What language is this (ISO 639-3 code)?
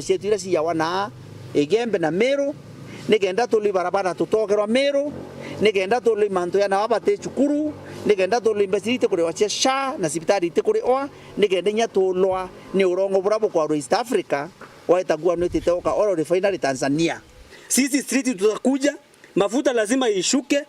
mer